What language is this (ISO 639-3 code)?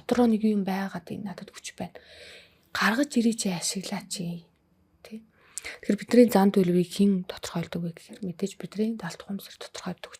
mon